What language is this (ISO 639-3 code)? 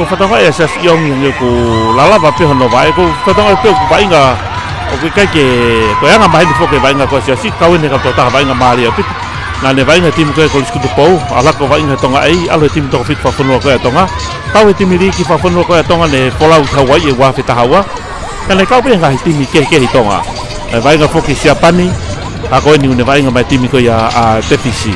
ton